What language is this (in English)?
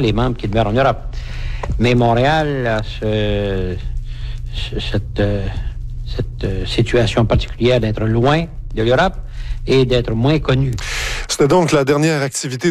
French